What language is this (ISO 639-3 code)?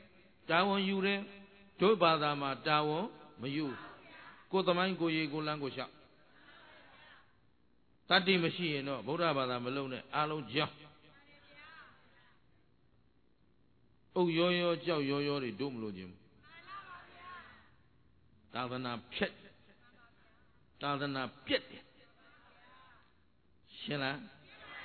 mya